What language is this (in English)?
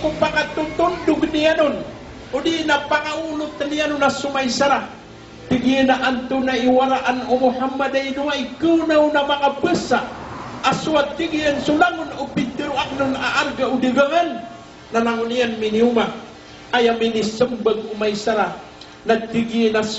Maranao